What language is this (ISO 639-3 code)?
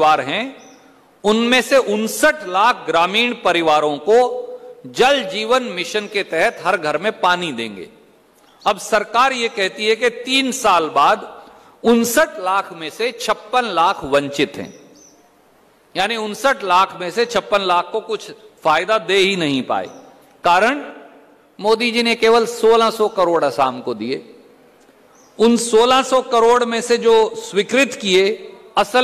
hin